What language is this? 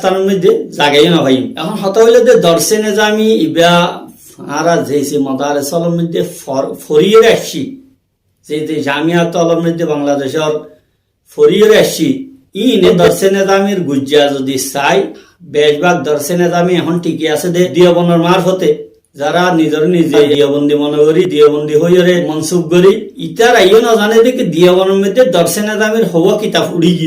Rohingya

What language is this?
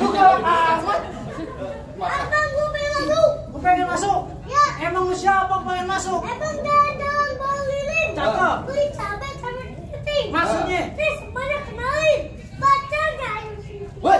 Betawi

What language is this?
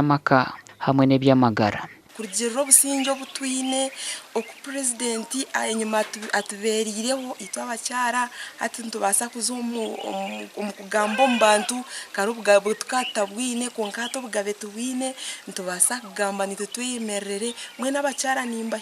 Nyankole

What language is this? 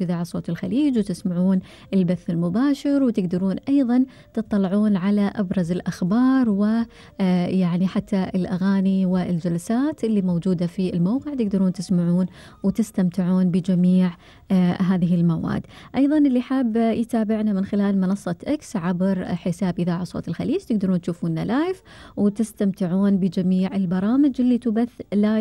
Gulf Arabic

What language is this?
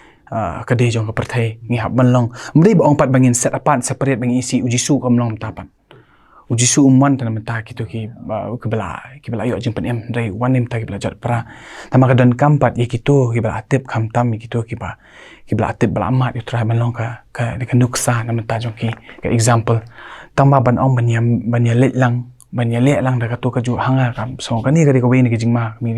Khasi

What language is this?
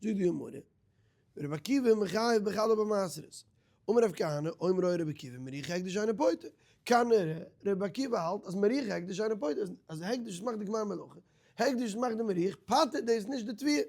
Yiddish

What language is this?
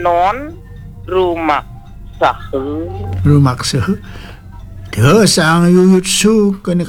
Balinese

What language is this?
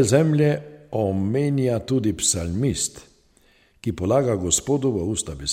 Slovenian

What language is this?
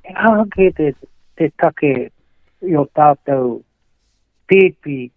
Māori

